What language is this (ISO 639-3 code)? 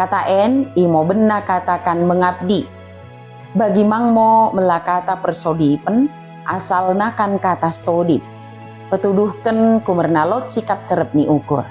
btd